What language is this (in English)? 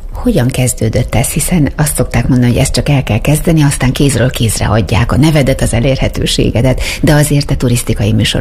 Hungarian